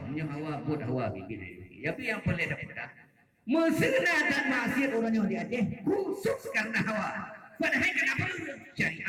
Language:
Achinese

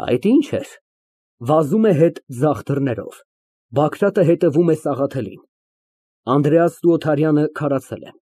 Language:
Armenian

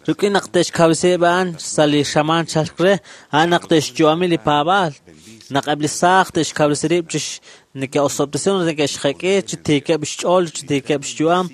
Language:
Kekchí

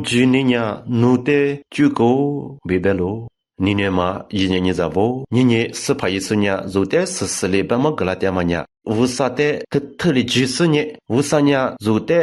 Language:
Lisu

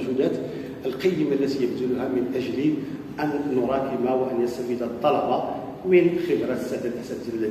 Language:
Arabic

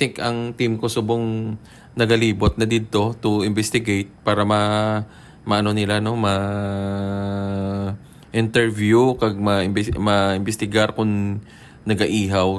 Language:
Hiligaynon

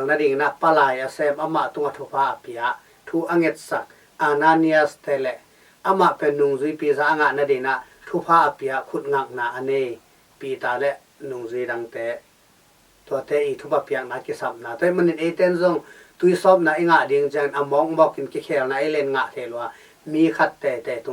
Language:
Tedim Chin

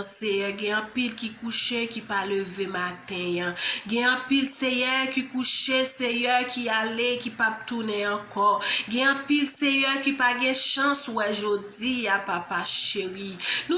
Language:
Haitian Creole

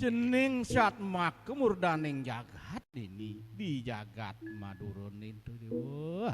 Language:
Balinese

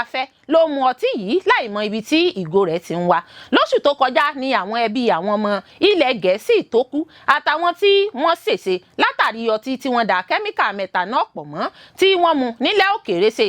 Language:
Yoruba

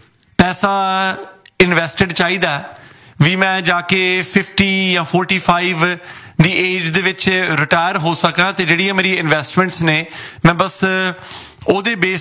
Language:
Punjabi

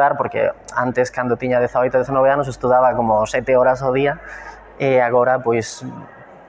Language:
Galician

